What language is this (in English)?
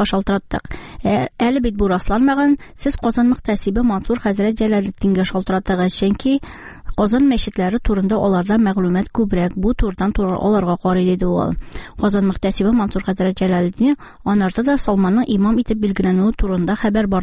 Tatar